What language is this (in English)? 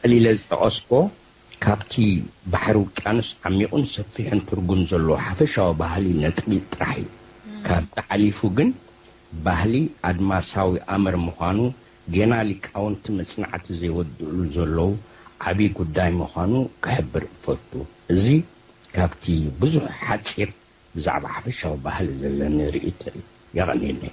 Tigrinya